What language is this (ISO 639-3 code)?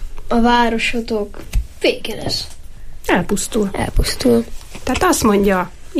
hun